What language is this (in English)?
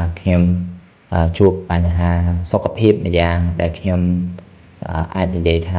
Khmer